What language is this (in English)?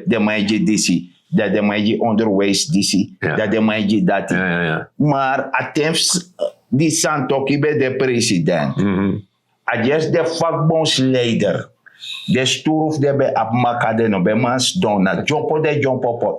Sranan Tongo